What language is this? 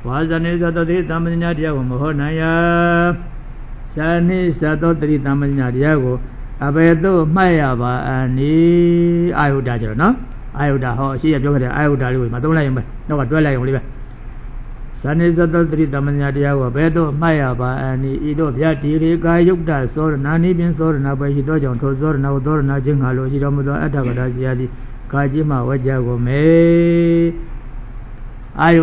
Burmese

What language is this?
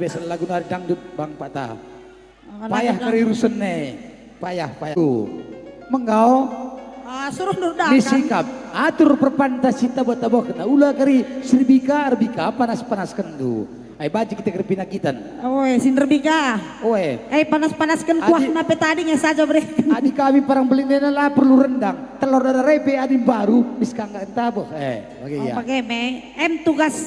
Batak Karo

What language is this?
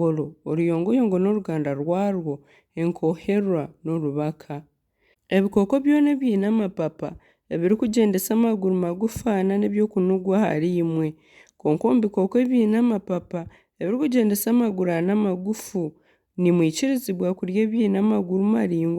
Nyankole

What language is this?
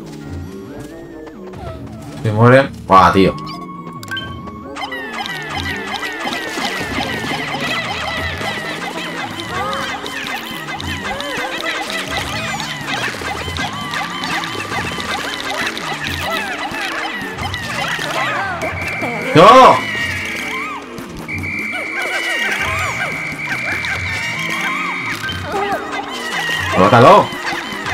Spanish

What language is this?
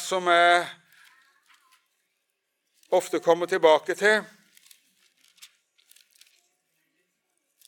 Norwegian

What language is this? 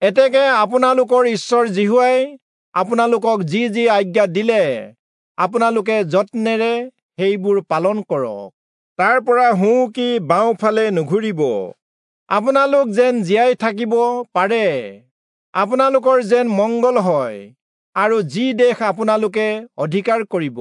Assamese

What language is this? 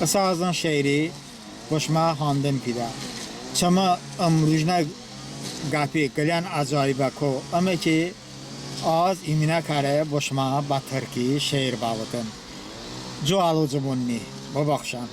Talysh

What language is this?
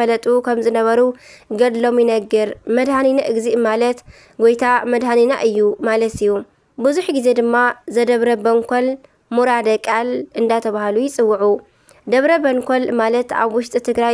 Tigrinya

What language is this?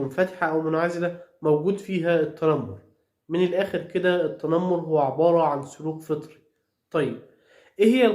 Egyptian Arabic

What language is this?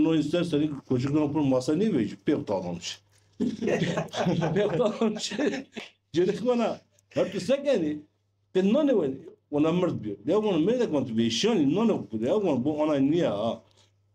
Zaza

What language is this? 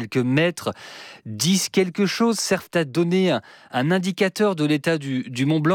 French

